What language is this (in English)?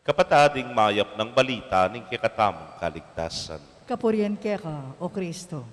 Pampanga